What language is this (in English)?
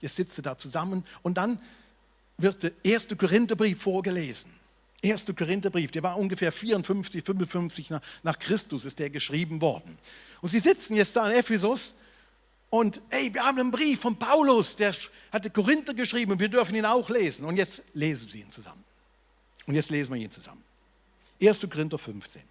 Swiss German